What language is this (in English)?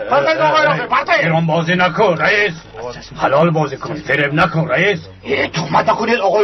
Tajik